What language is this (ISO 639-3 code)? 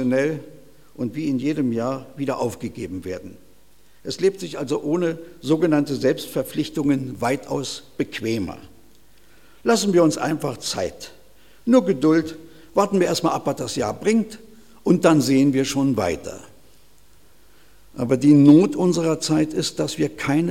deu